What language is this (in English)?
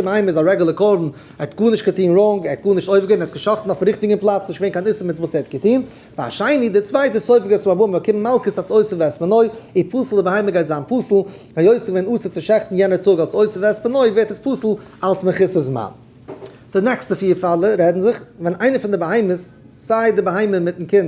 Yiddish